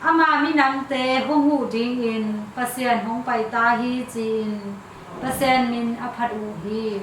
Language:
Tedim Chin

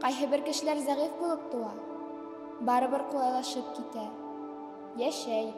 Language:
Bashkir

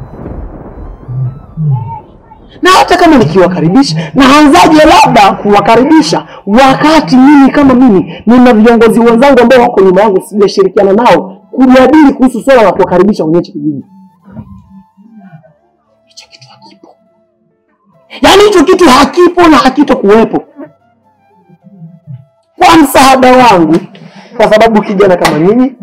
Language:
Swahili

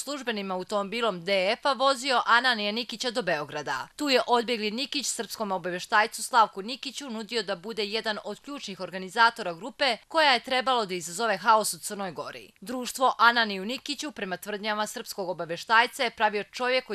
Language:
Croatian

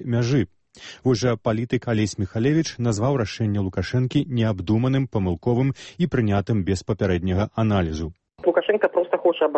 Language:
Belarusian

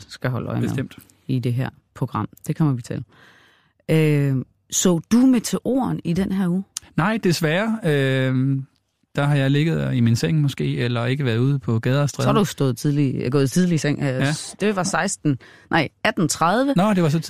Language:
Danish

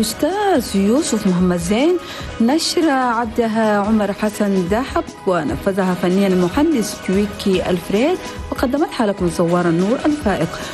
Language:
Arabic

